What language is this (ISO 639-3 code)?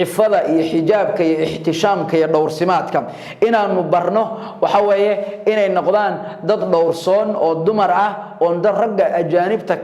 som